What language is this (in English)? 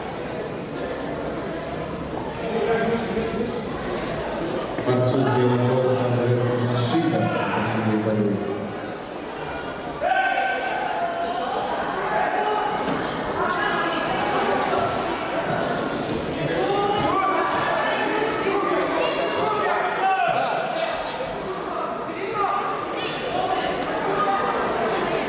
Russian